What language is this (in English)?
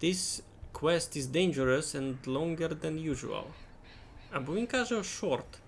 Rusyn